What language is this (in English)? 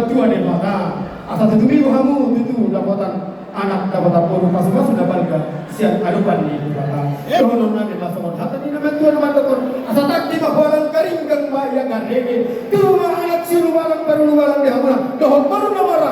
Batak Toba